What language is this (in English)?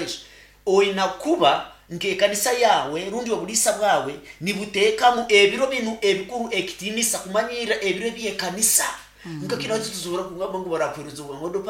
Nyoro